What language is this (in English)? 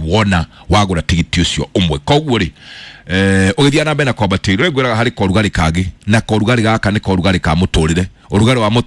Kikuyu